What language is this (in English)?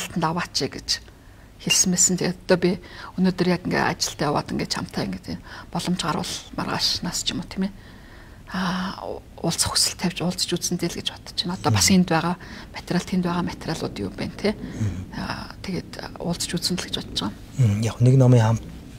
Mongolian